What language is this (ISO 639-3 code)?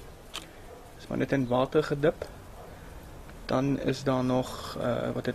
afr